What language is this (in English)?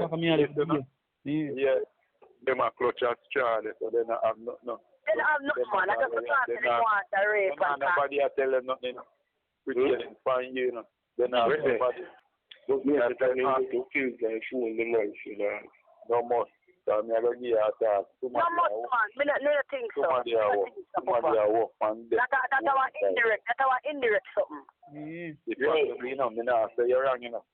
Jamaican Creole English